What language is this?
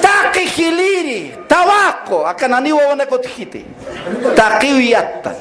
Aymara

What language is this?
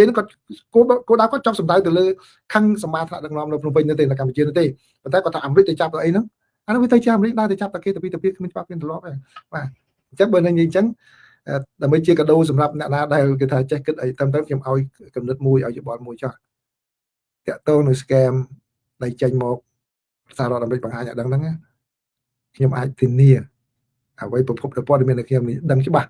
Khmer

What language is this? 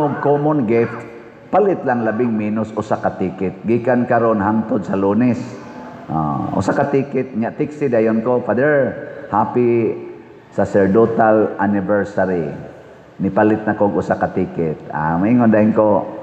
Cebuano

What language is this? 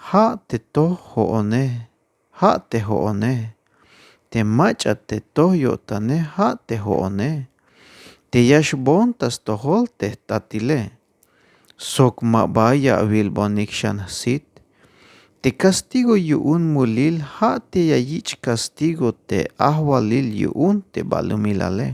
Tzeltal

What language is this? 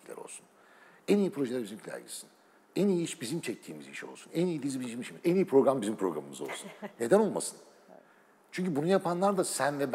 Turkish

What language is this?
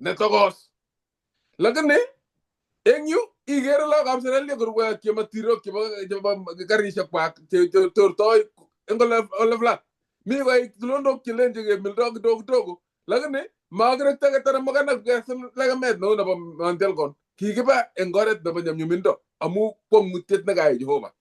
Kalenjin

